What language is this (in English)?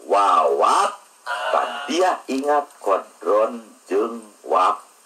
Sundanese